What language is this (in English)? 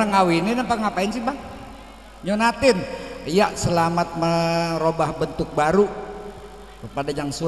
Betawi